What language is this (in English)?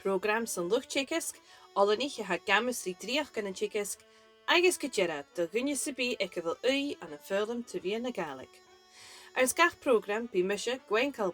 Scottish Gaelic